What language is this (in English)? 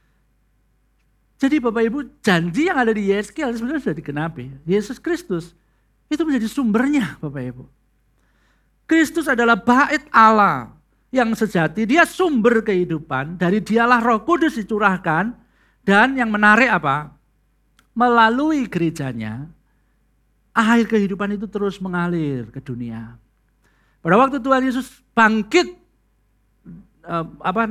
Indonesian